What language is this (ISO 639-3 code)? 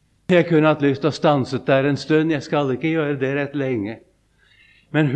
nor